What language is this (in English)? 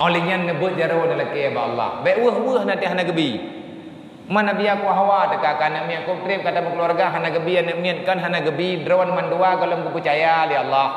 Achinese